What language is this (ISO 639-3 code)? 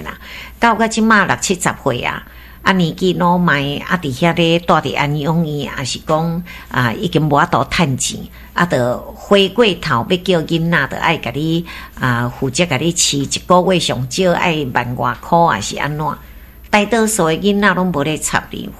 nan